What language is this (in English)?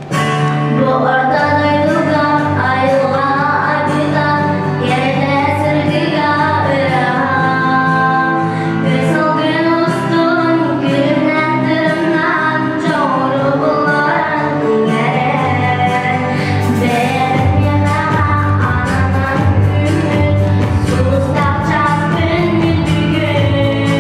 Yakut